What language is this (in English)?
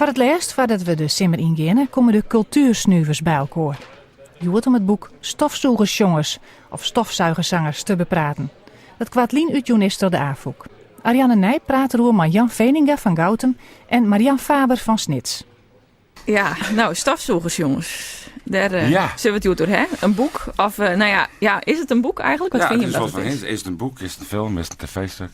Western Frisian